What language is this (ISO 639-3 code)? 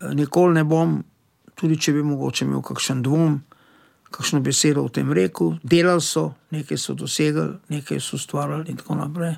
slv